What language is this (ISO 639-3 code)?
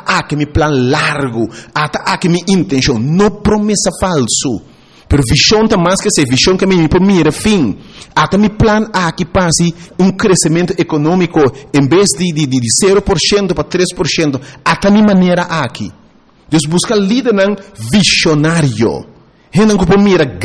pap